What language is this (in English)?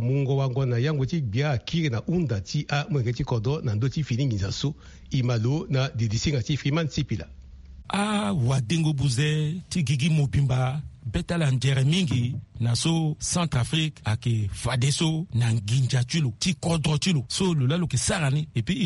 Sango